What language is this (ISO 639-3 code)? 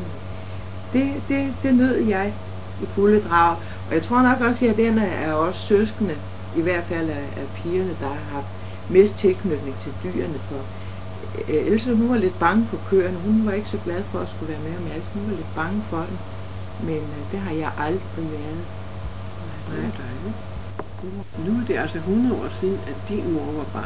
dan